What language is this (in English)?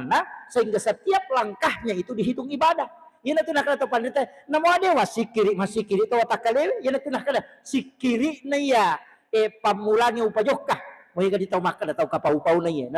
Buginese